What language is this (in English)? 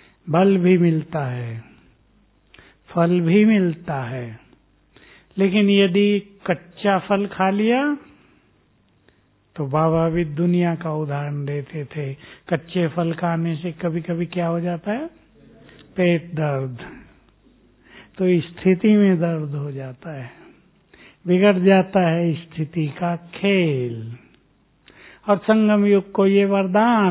Hindi